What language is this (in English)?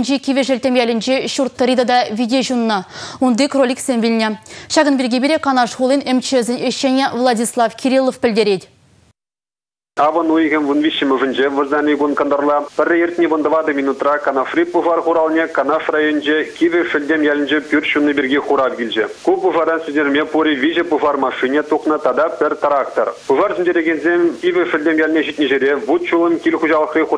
Chuvash